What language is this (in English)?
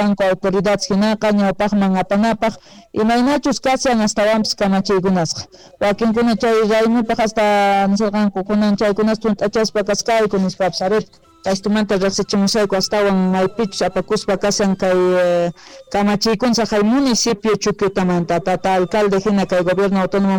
Quechua